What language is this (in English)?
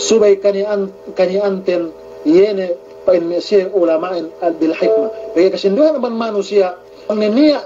Yakan